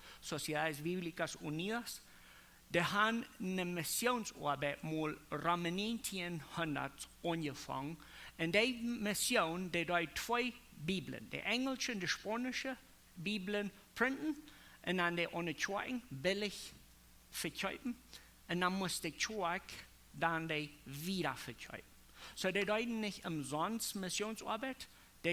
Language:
Plautdietsch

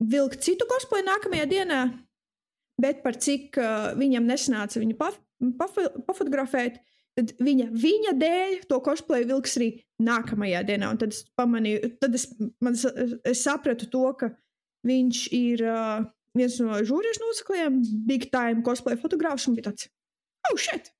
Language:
Latvian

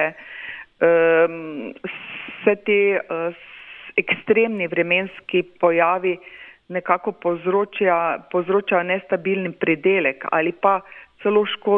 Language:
Slovenian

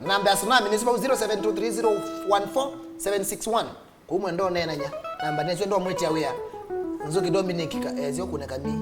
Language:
Kamba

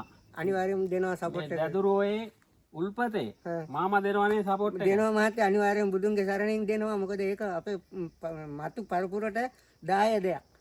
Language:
Sinhala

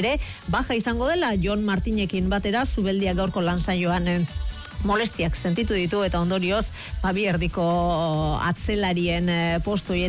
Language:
Basque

